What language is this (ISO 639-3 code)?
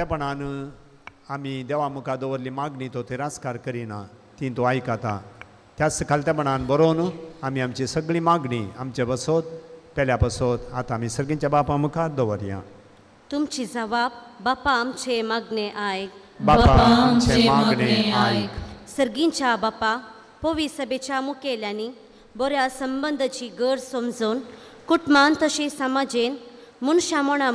kok